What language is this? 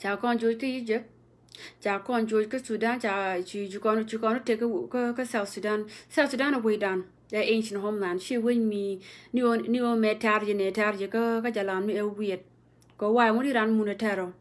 Nuer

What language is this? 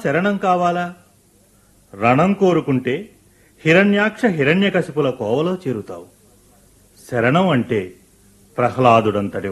Telugu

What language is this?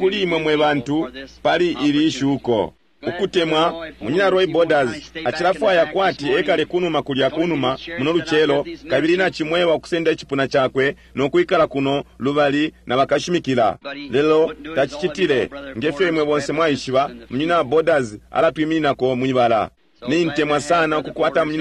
Bemba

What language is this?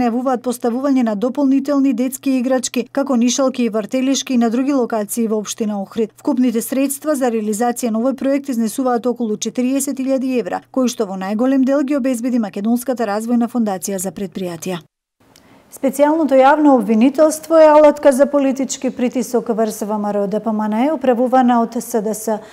Macedonian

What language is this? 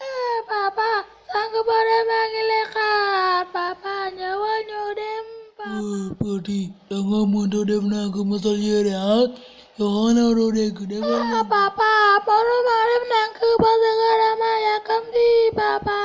Wolof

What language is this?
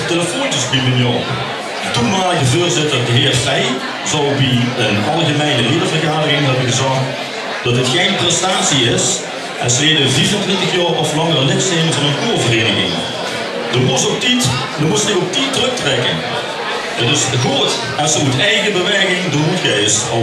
Limburgish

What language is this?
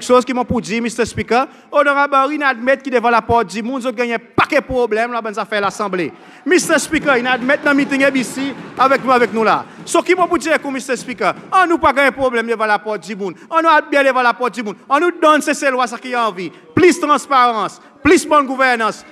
Seselwa Creole French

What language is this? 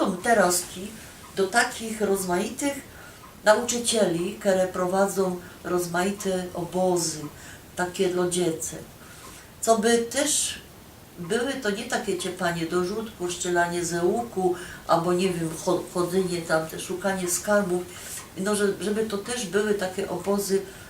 Silesian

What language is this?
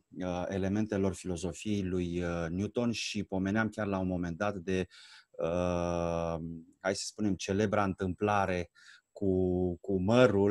Romanian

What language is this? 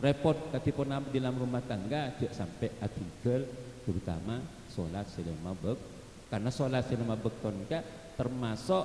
Madurese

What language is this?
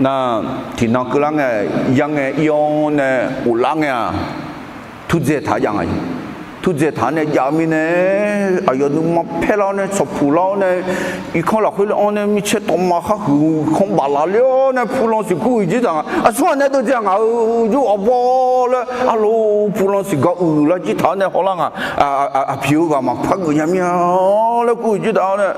Akha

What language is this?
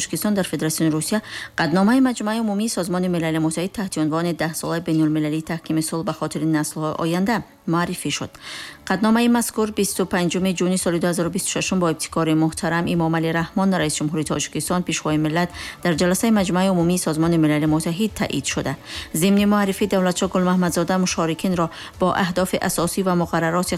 Tajik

